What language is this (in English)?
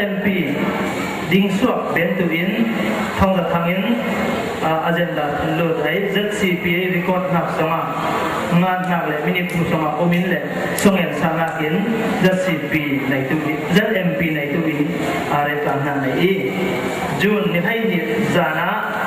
Falam Chin